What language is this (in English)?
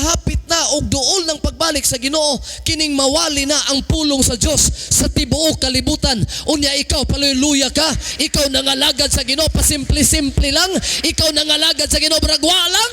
Cebuano